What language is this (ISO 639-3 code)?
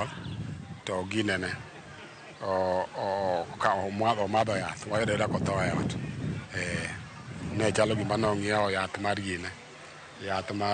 luo